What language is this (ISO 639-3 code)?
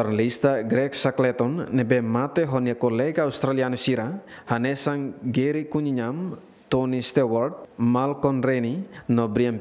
tet